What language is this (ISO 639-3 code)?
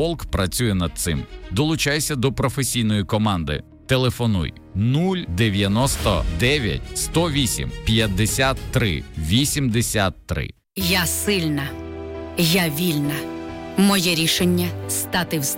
ukr